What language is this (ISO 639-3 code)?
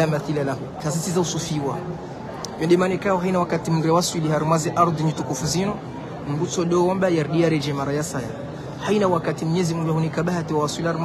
swa